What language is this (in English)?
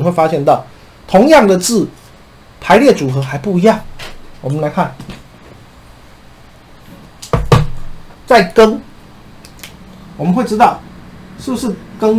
Chinese